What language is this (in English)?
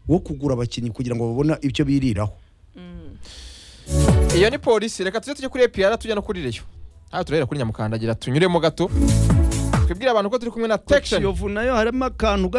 Kinyarwanda